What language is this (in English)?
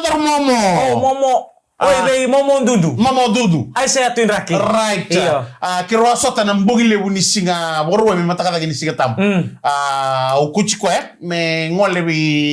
Fijian